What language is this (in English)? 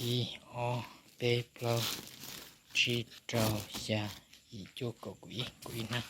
Hmong